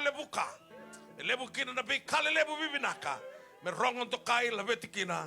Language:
Fijian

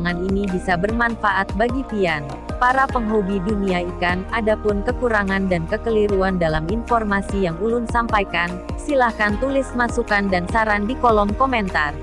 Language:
Banjar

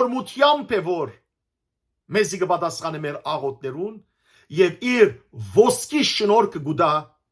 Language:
Western Armenian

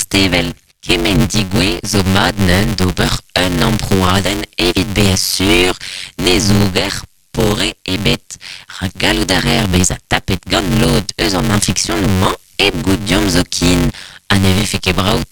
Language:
Breton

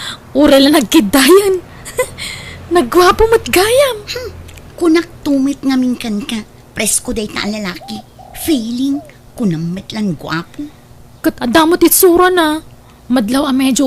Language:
Iloko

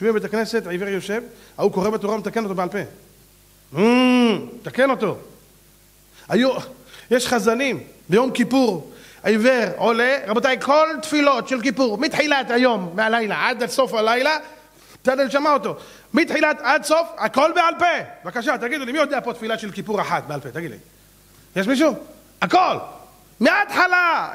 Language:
Hebrew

